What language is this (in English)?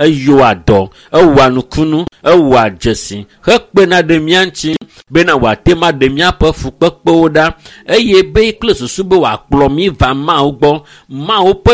Ewe